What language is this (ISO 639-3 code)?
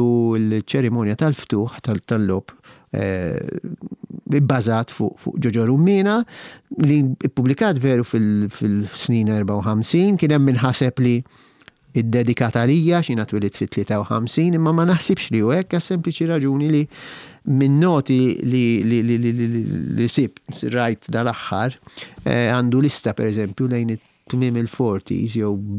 mlt